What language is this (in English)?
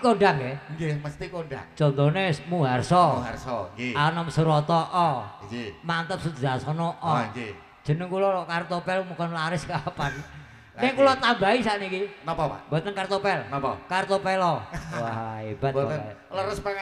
Javanese